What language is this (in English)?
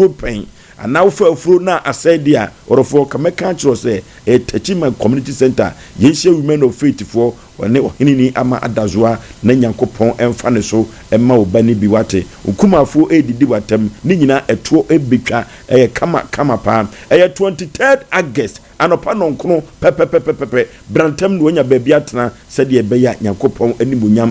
Akan